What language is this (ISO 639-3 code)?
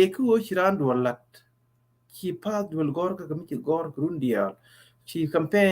nus